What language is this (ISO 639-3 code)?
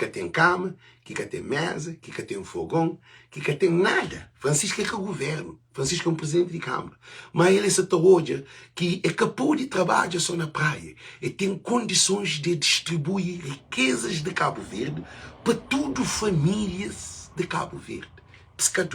kea